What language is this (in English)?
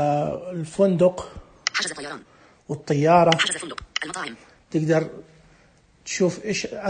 Najdi Arabic